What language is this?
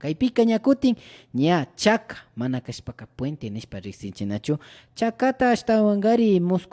Imbabura Highland Quichua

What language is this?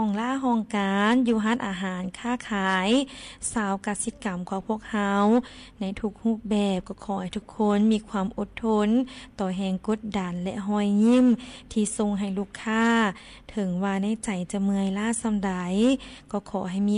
Lao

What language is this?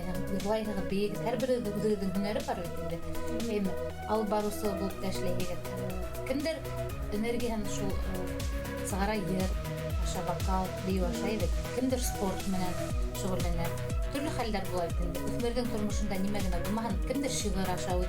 Bashkir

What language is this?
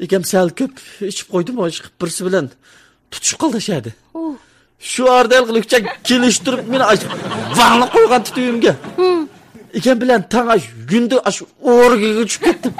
Uyghur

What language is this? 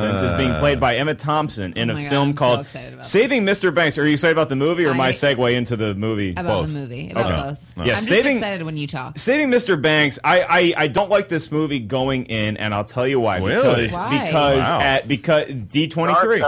English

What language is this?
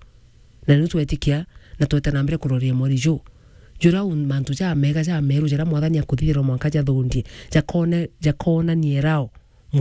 Meru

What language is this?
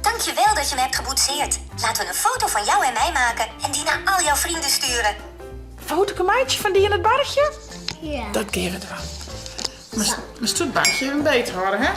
Western Frisian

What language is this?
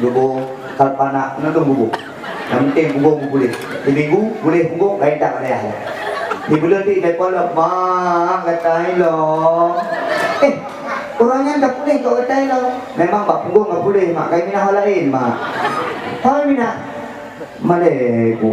Achinese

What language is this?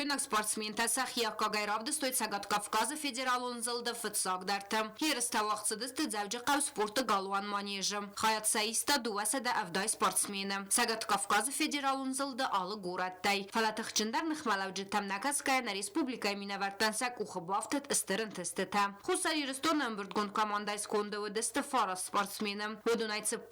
Ossetic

